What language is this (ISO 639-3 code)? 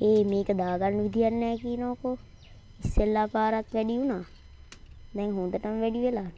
sin